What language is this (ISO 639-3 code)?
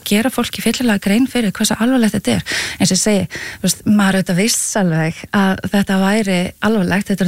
isl